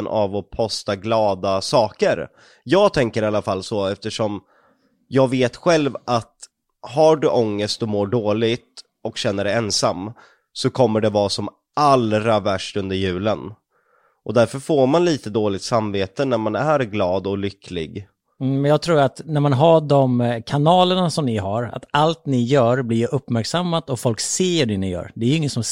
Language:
Swedish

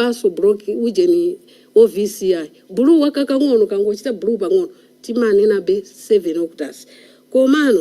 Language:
Nyanja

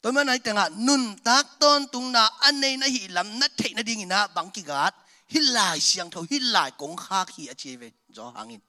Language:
Tedim Chin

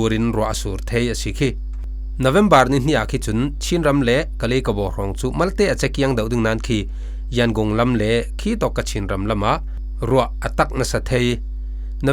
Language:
Falam Chin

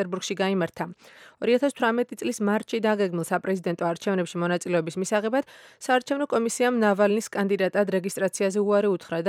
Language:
Georgian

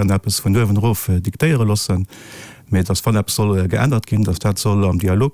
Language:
Luxembourgish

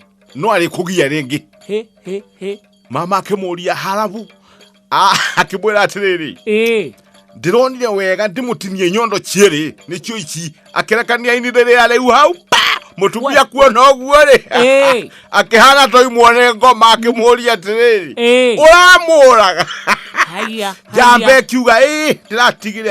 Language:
Kikuyu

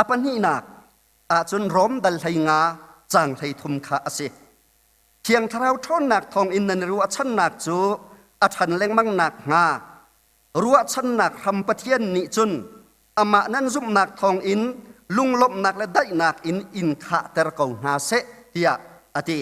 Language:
Hakha Chin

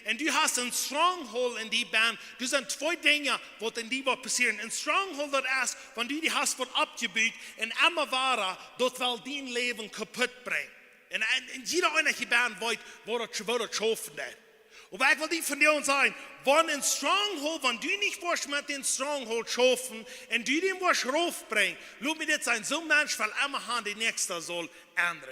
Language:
Plautdietsch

